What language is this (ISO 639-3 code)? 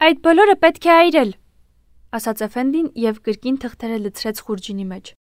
hye